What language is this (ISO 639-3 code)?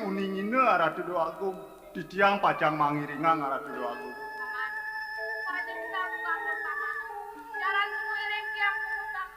ban